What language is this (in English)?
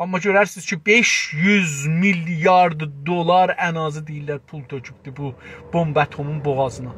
South Azerbaijani